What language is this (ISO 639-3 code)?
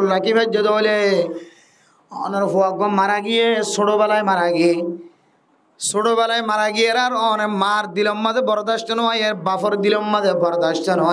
rhg